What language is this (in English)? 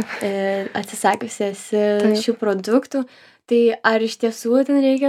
Lithuanian